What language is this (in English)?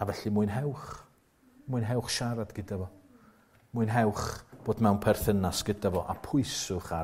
Welsh